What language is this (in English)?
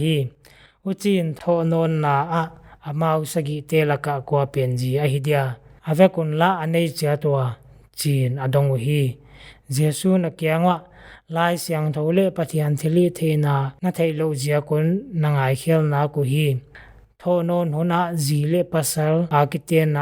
Paite Chin